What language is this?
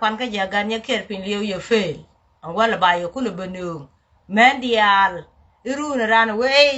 Nuer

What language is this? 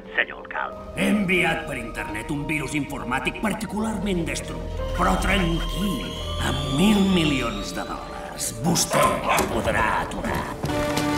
Catalan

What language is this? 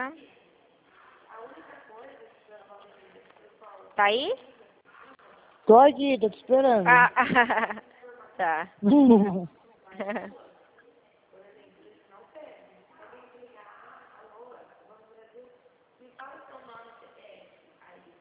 Portuguese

